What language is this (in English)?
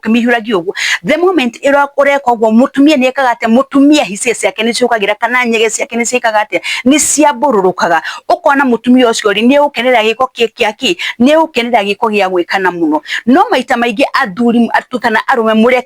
Kikuyu